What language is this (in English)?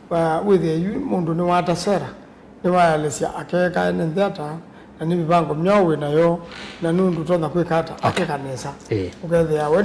Kamba